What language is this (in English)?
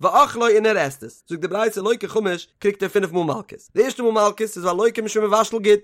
Yiddish